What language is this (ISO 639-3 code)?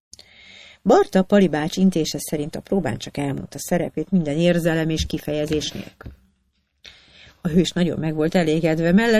hun